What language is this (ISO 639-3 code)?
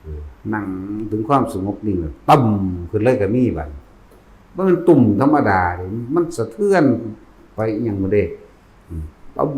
tts